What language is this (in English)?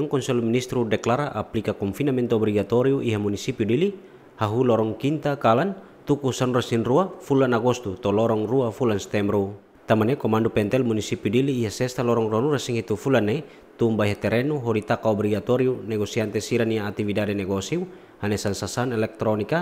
Tetum